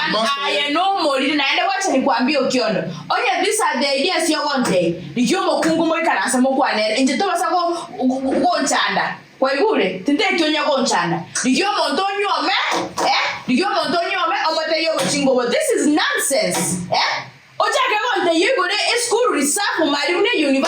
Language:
Gusii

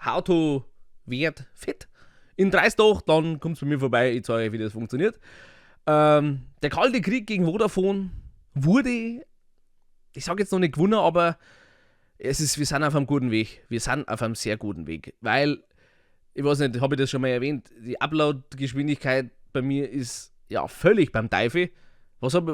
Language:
Bavarian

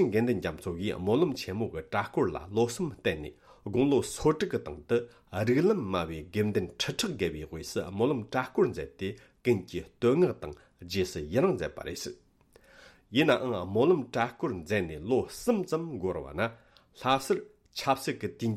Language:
Tibetan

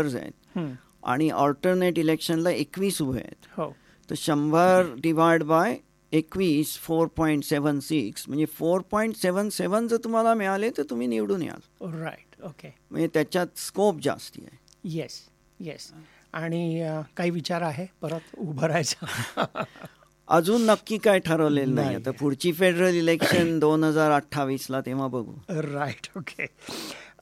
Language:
Marathi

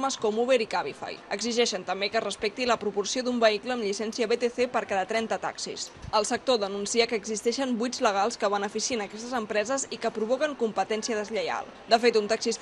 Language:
Catalan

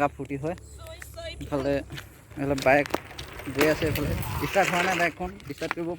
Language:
Assamese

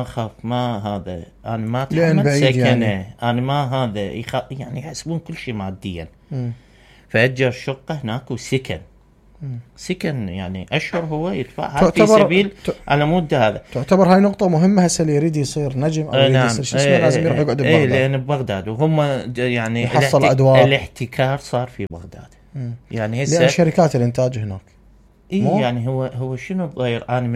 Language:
Mesopotamian Arabic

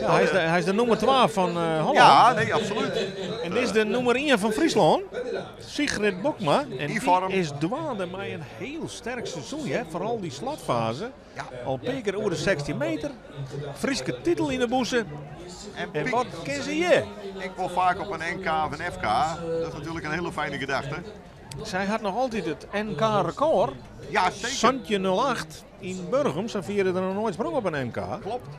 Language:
Western Frisian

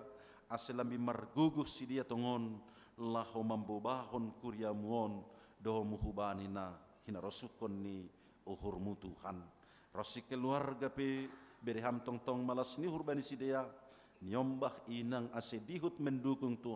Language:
Batak Simalungun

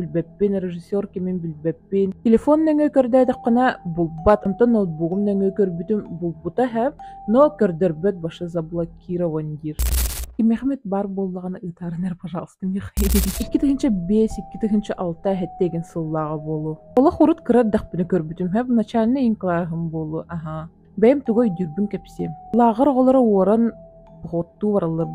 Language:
Yakut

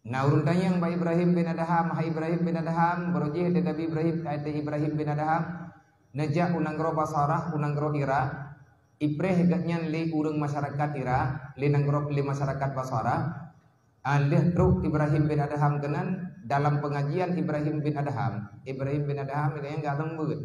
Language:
Achinese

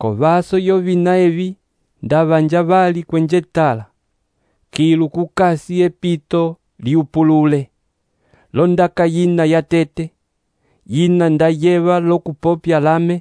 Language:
Umbundu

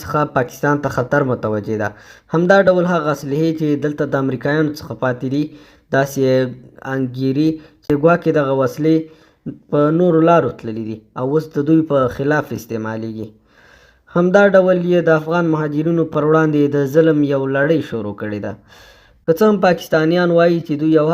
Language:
Pashto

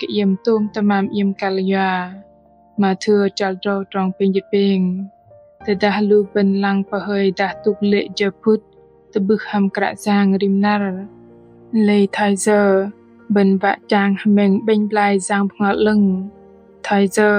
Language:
Bahnar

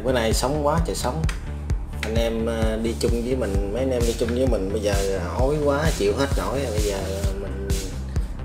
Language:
Vietnamese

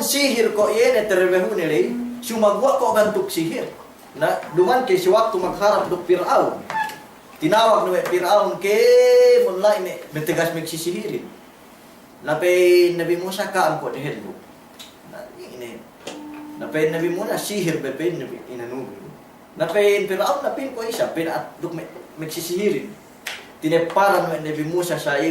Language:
Yakan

